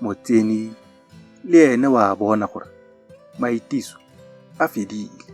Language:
Tswana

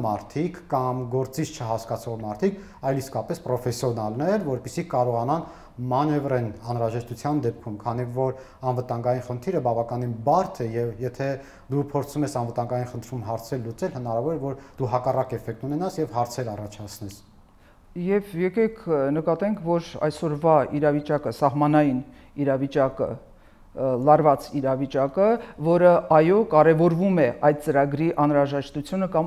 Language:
Armenian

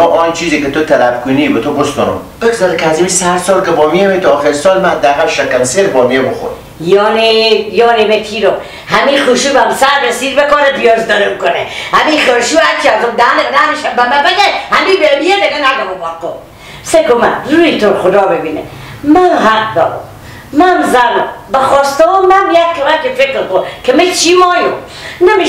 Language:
Persian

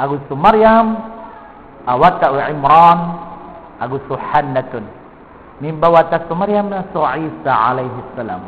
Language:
Maranao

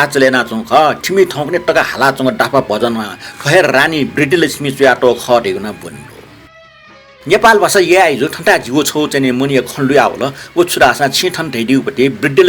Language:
Newari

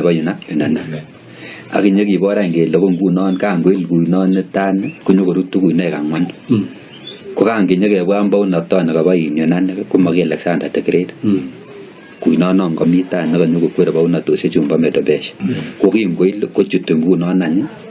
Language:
Kalenjin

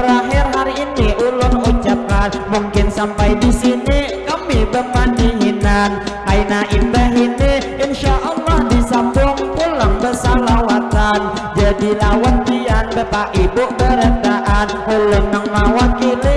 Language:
Banjar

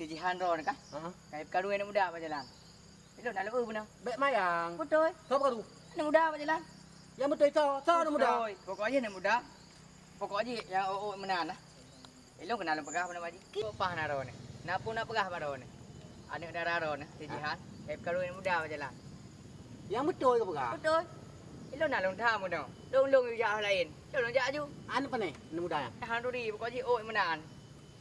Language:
Achinese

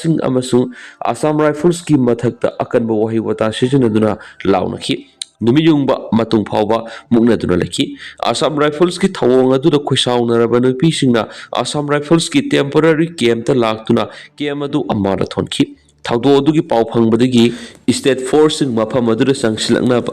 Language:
Manipuri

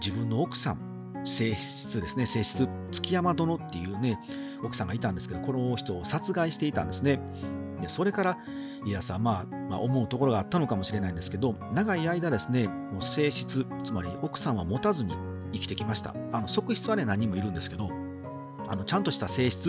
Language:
Japanese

